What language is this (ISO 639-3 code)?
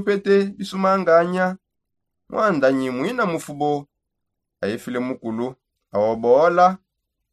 sop